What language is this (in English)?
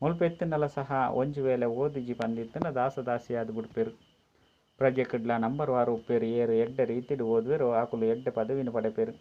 Tulu